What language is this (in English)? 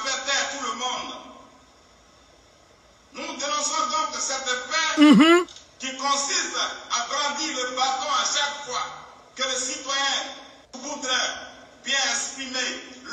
French